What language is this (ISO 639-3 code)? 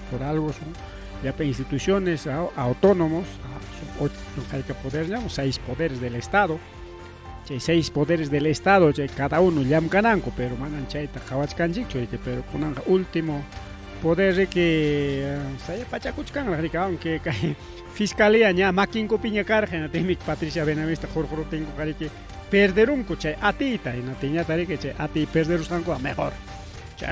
quy